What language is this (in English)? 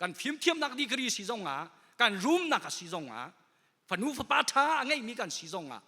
Hakha Chin